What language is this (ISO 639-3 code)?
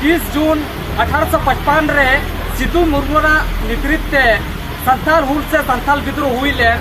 sat